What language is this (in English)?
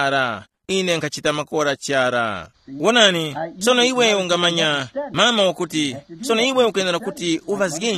Tumbuka